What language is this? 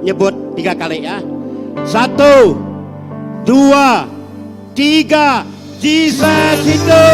Iban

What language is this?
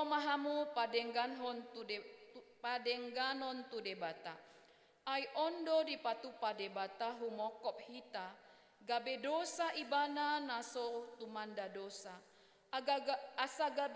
Batak Toba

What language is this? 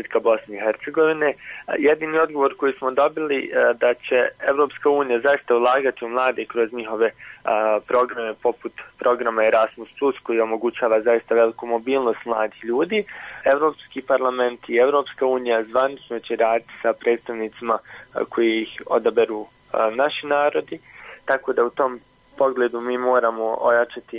Bosnian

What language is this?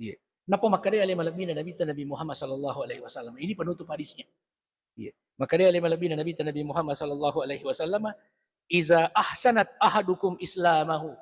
Buginese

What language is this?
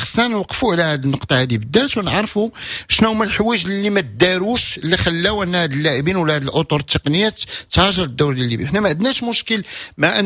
Moroccan Arabic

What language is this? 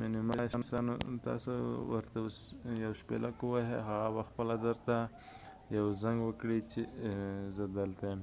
Pashto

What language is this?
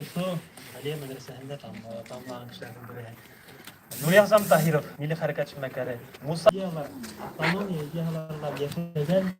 Bashkir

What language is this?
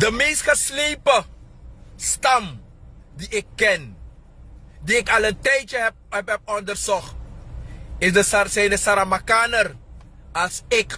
Sranan Tongo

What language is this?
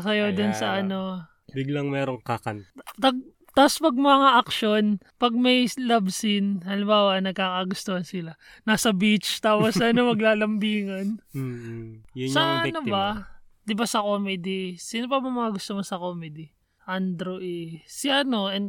Filipino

